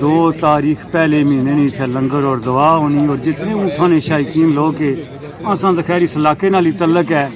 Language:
Pahari-Potwari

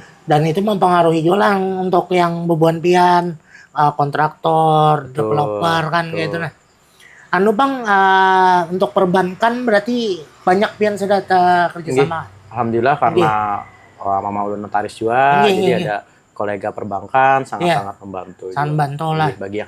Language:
Banjar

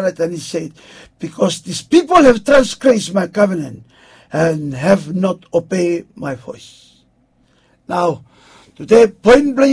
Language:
Bislama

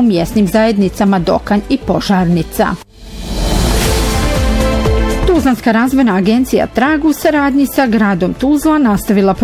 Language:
Bosnian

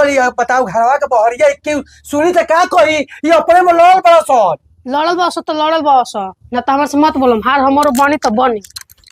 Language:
Bhojpuri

